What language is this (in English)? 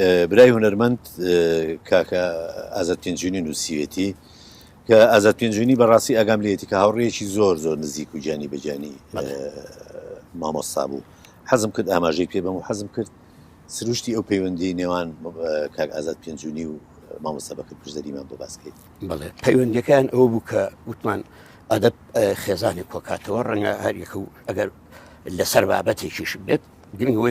Central Kurdish